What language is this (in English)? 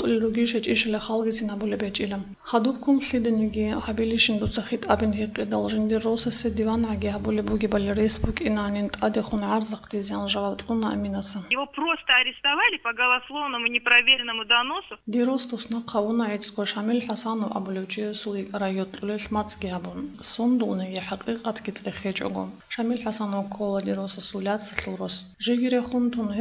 Avaric